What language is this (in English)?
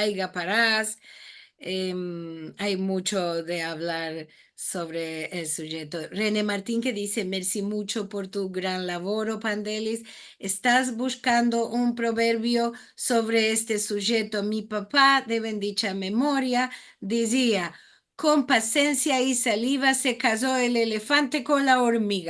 Ladino